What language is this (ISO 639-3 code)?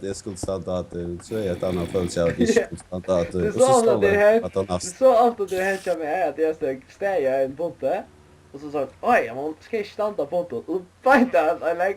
fao